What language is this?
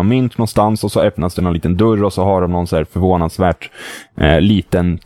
Swedish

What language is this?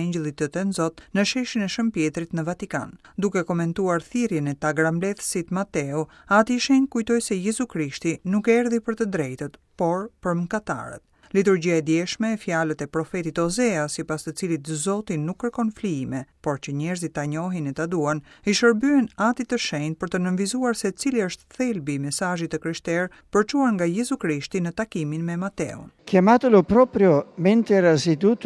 Albanian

